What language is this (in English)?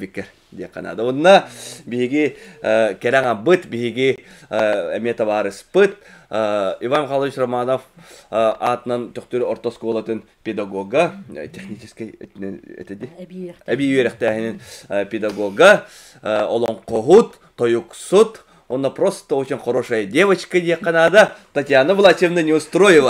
Yakut